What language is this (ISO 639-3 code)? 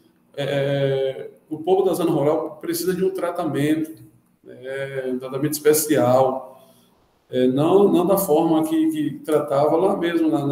por